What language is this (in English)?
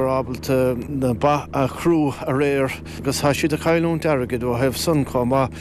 Irish